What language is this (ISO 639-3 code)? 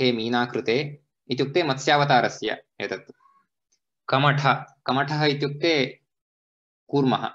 san